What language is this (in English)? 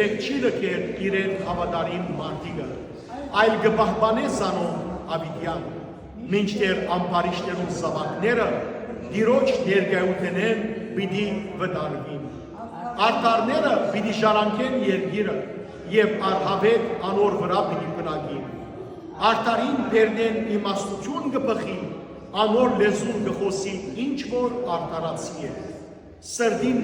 Western Armenian